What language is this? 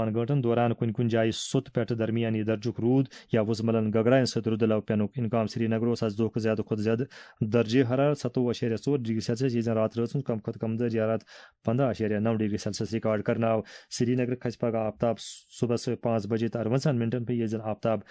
Kashmiri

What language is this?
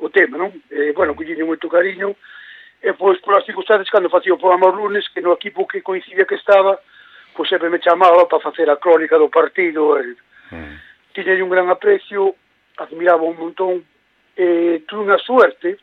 Galician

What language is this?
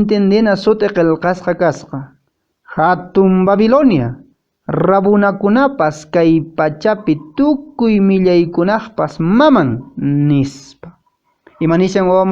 Quechua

